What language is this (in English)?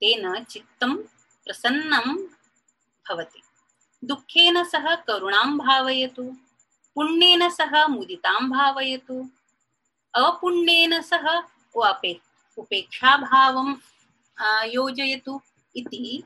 Sanskrit